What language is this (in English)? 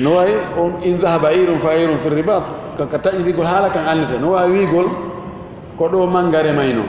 Fula